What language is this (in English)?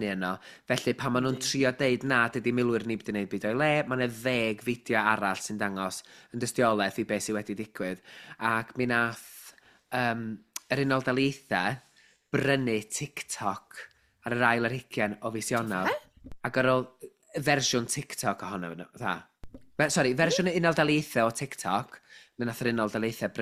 Welsh